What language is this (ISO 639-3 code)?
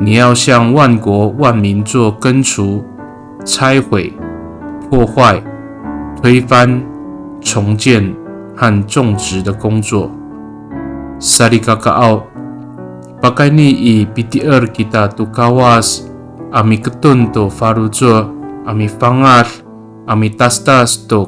ami